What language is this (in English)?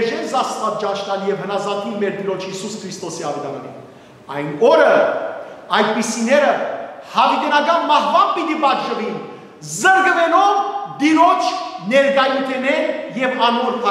Western Armenian